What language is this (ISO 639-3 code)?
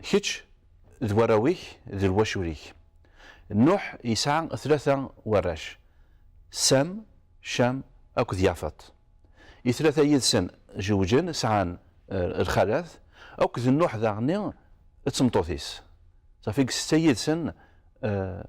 kab